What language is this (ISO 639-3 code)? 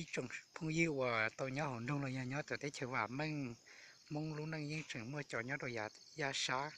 hmn